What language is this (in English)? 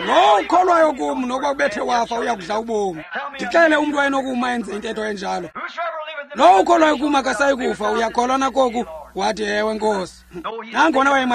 Xhosa